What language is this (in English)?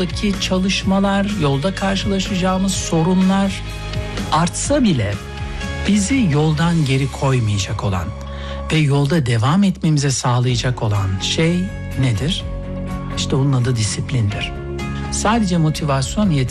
Turkish